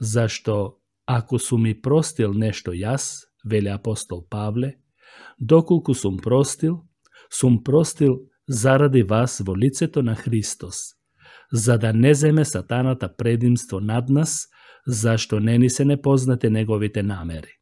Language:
Macedonian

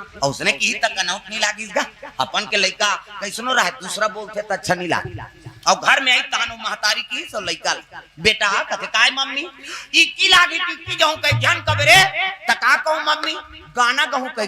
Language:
Chhattisgarhi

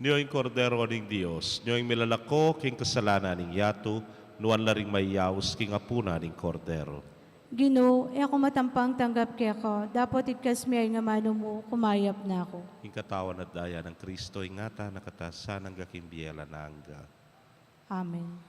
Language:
Pampanga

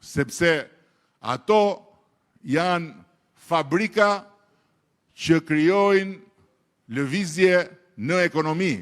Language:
Albanian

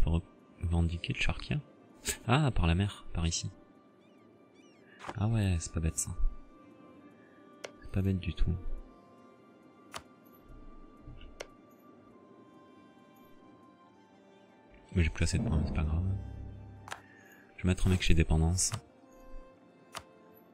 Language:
French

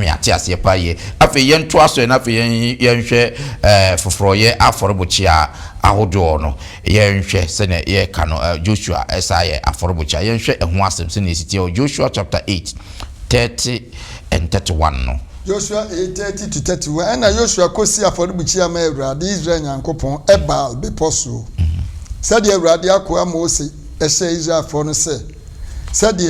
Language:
Akan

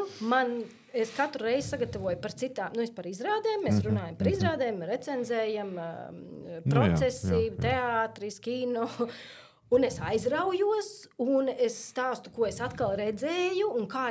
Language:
Latvian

